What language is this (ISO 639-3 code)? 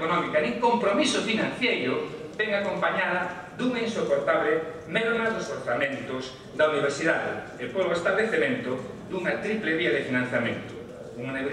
glg